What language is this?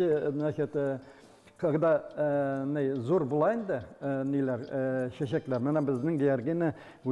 Tatar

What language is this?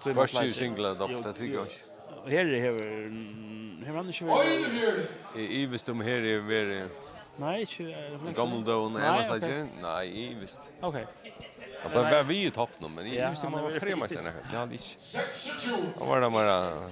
Faroese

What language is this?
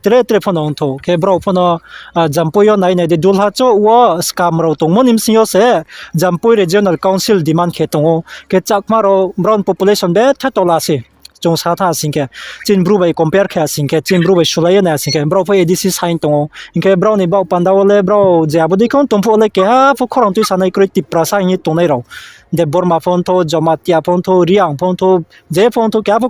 Riang (India)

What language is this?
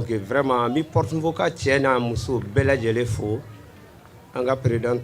Bambara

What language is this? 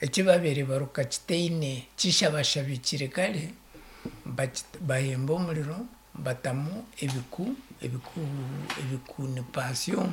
Nyankole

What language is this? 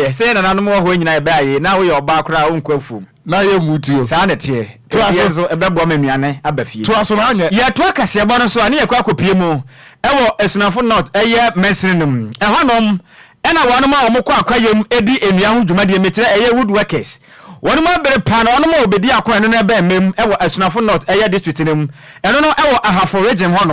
Akan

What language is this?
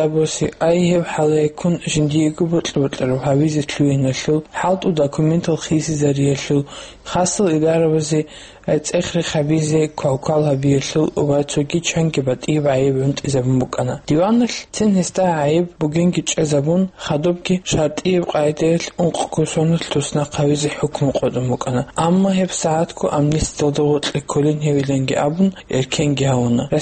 Avaric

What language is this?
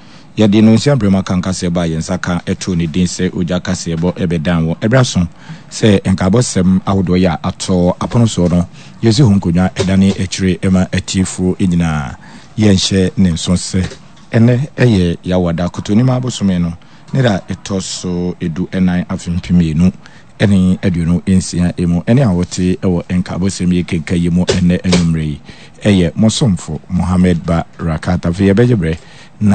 Akan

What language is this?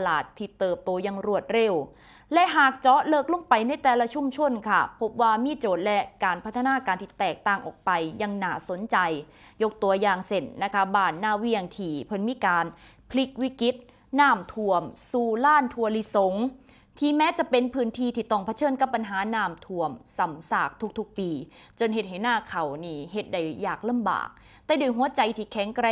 Northeastern Thai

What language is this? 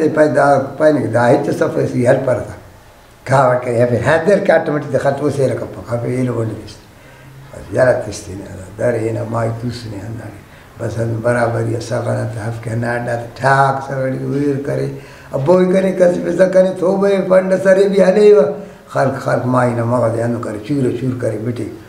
Brahui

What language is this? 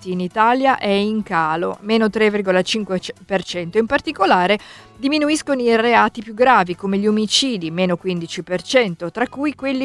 Italian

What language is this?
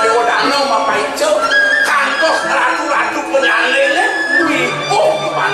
Balinese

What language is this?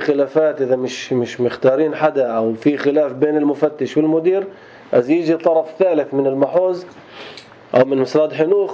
North Levantine Arabic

